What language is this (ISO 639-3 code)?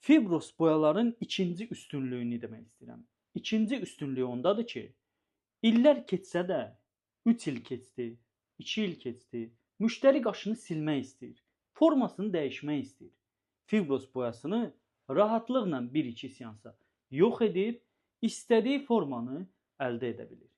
aze